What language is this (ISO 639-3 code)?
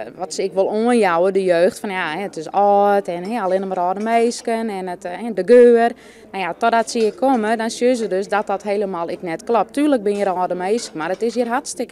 fry